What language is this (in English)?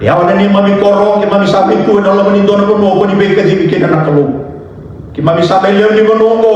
Fijian